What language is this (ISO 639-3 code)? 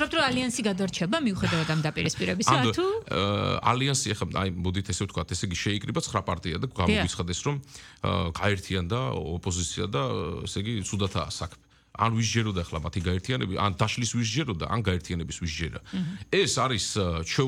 kat